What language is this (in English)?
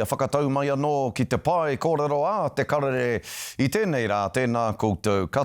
Māori